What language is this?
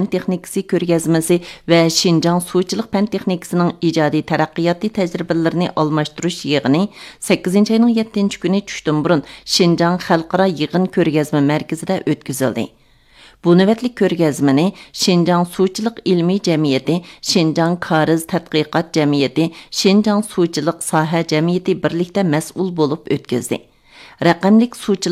Uyghur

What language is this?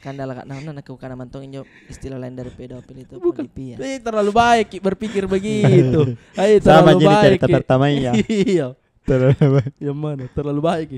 Makassar Malay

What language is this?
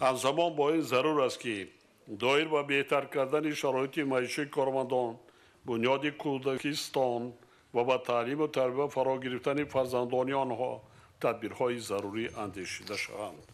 Tajik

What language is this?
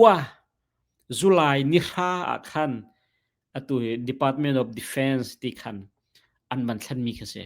Hakha Chin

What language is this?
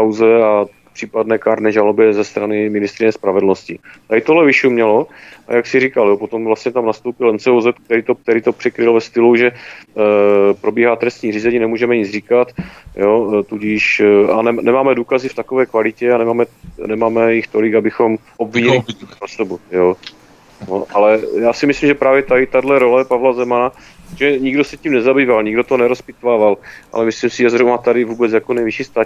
Czech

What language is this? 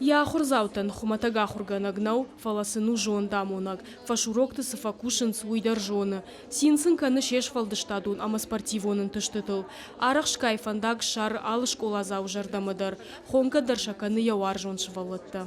Ossetic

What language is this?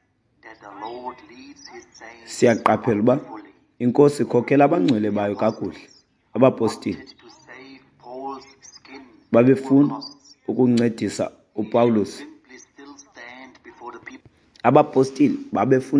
Xhosa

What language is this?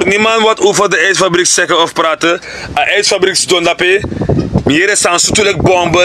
Sranan Tongo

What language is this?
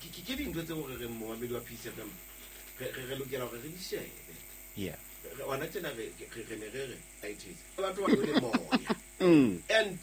Southern Sotho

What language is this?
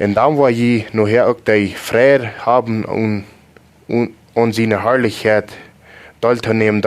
Plautdietsch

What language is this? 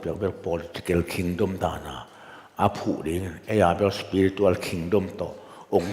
Tedim Chin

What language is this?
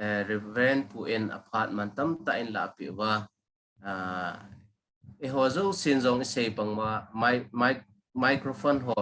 Thado Chin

